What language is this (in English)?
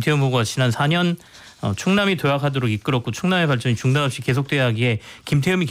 Korean